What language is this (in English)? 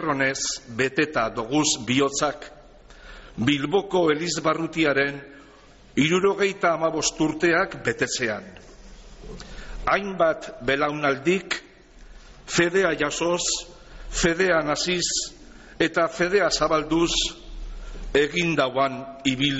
Basque